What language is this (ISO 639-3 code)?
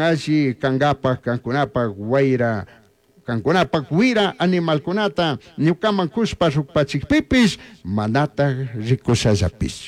qug